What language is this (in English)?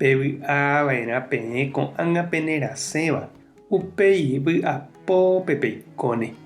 Guarani